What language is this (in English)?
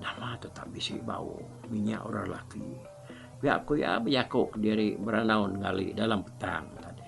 Iban